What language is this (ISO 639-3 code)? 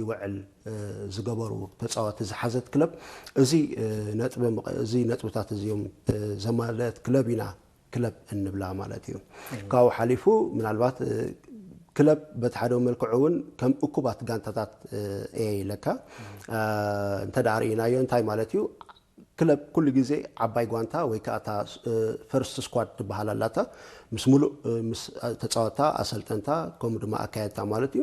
tir